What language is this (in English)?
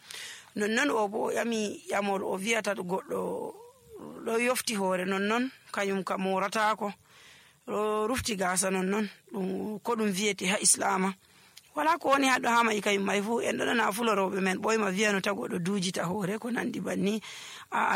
Nigerian Fulfulde